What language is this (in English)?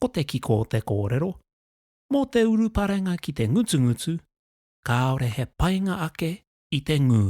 Māori